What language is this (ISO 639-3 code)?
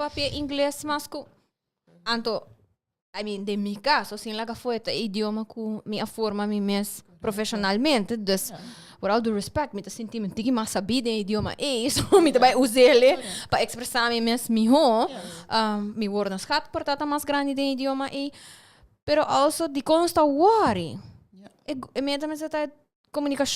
pap